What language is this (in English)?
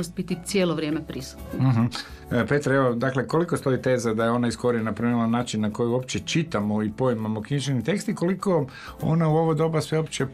Croatian